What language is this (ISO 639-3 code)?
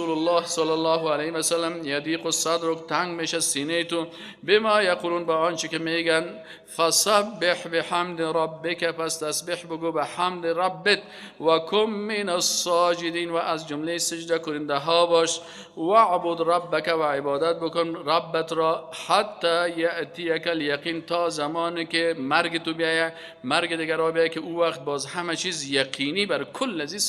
fas